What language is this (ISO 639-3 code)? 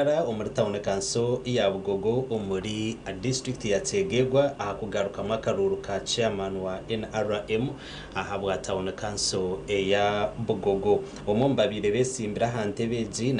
nyn